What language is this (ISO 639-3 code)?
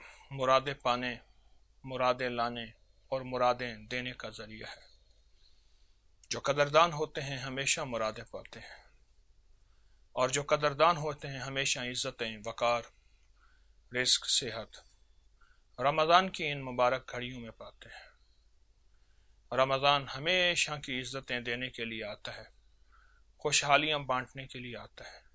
urd